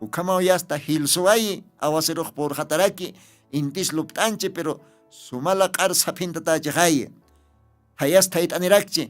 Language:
Aymara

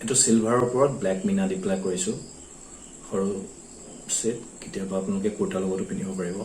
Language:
Assamese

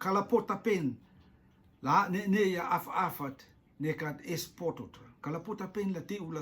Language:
Rotuman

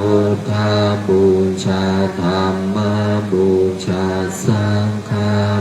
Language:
Pali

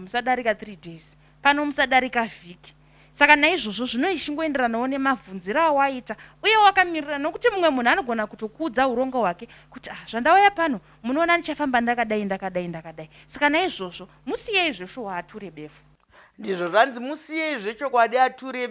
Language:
Shona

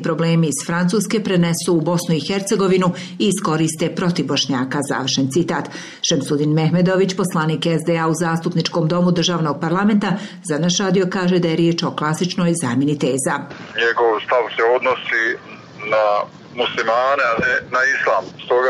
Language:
Croatian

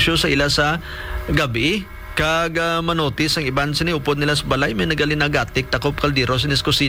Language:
Hiligaynon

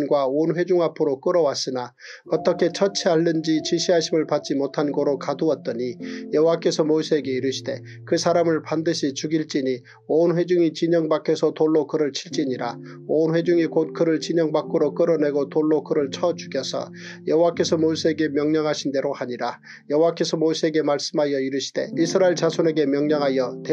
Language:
Korean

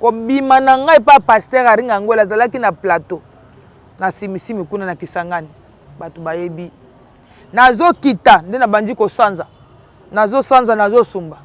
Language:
Lingala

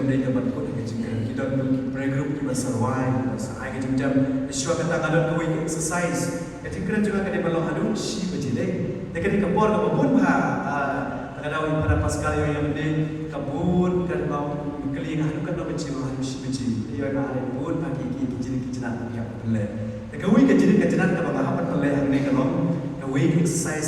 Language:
Khasi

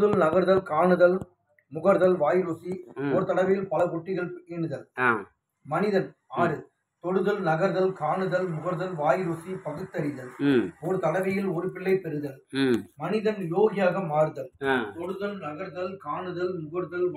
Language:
Tamil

